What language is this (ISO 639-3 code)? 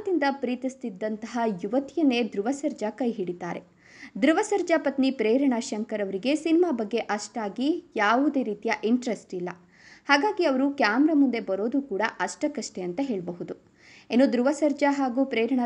kan